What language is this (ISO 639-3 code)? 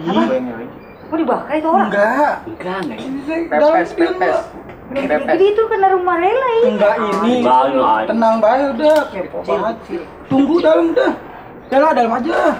bew